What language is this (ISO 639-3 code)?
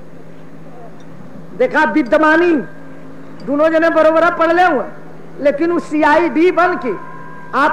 bho